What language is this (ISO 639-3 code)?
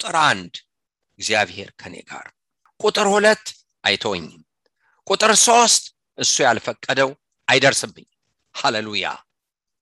amh